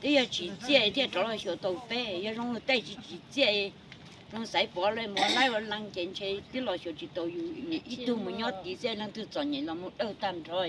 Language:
Hmong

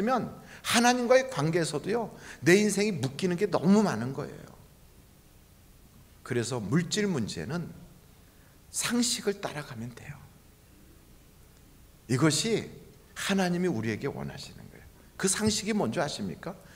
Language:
Korean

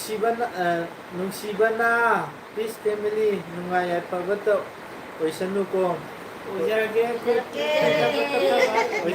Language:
Manipuri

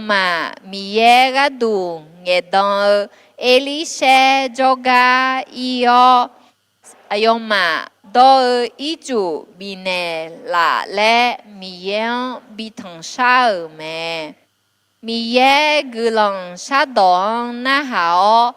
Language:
Akha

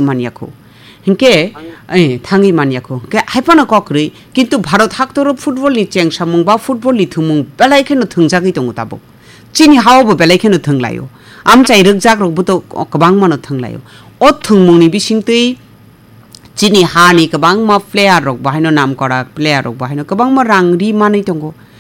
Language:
Kok Borok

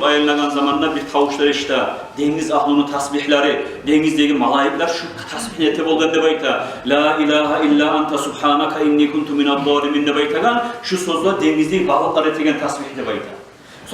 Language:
Kumyk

